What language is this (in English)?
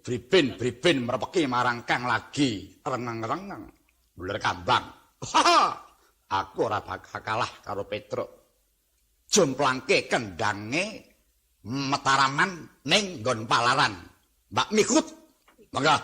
Javanese